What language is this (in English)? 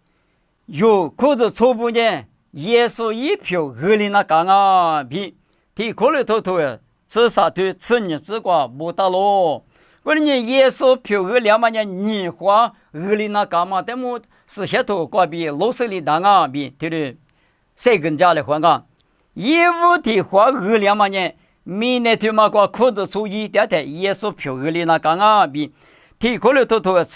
Lisu